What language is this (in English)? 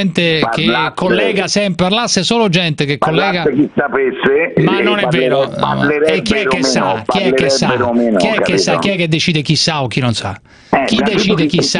Italian